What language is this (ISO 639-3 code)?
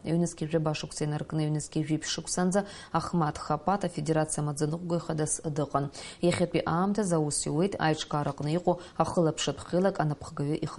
abk